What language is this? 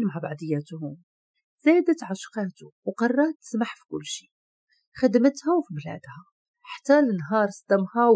Moroccan Arabic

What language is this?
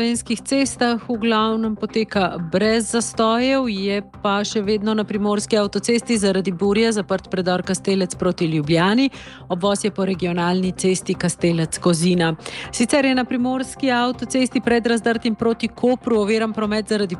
Slovenian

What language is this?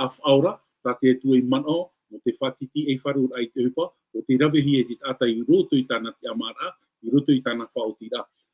Tahitian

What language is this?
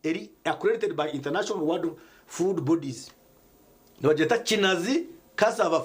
Nyankole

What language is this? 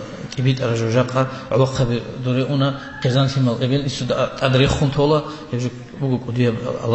Avaric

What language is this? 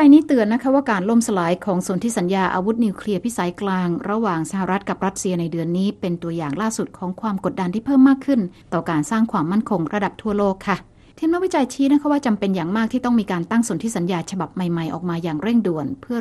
Thai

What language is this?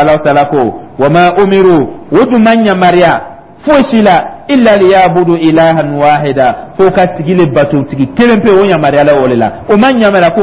Dyula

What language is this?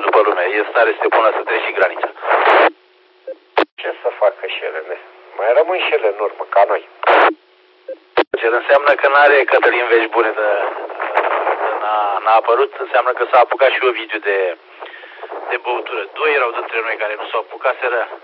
Romanian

